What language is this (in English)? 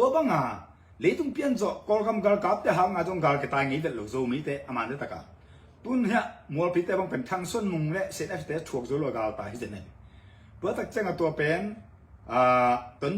Tedim Chin